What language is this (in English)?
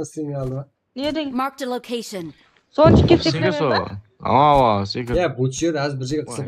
Kara-Kalpak